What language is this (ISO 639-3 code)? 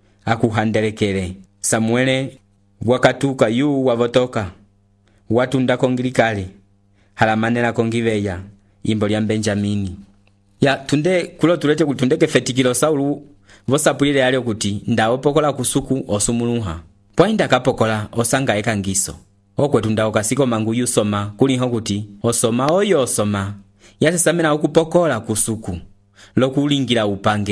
umb